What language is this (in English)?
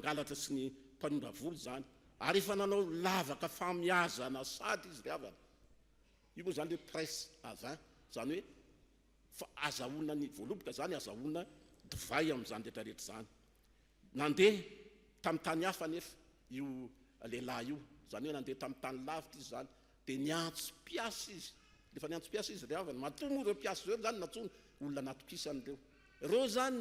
Malagasy